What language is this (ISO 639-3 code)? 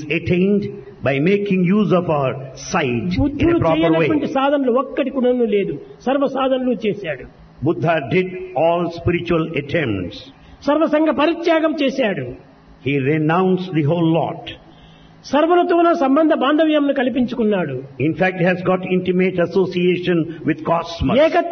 tel